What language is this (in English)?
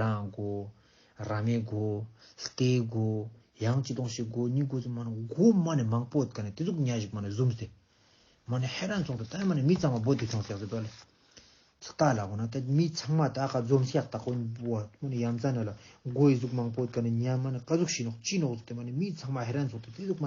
Ladakhi